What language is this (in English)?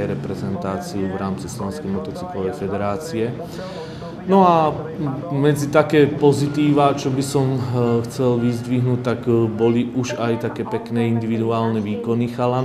Slovak